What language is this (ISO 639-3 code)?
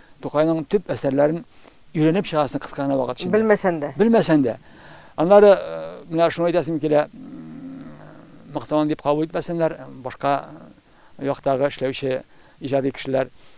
tat